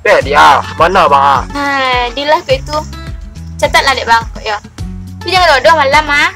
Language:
Minangkabau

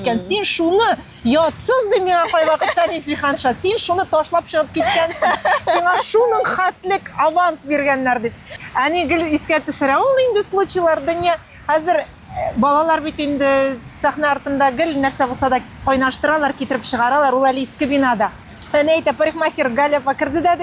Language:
Tatar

